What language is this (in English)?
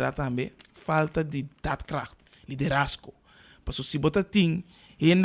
Papiamento